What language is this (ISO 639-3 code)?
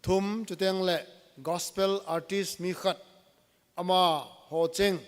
tcz